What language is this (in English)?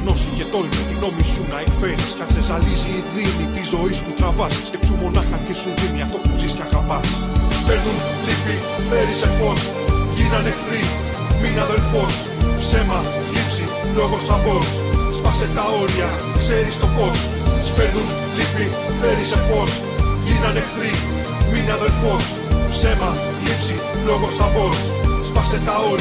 Greek